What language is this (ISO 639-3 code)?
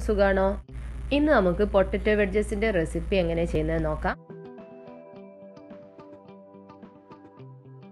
mal